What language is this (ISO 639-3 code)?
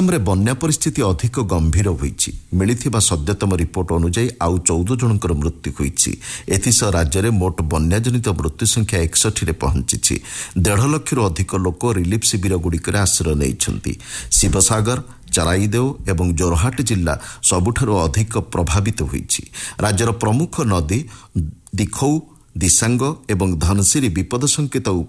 ori